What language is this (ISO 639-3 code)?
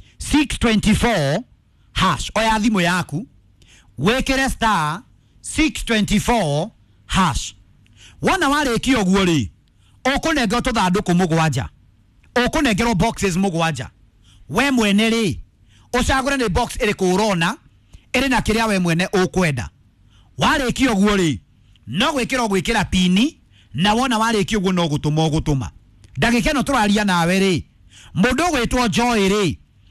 kik